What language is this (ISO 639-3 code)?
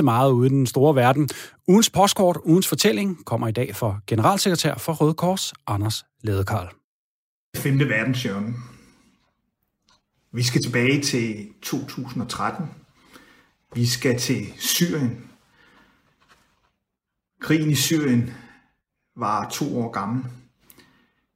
dan